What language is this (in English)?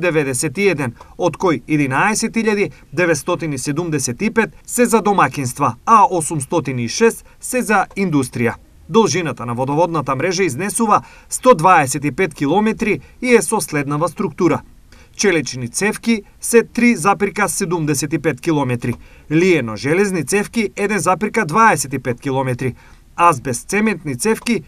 Macedonian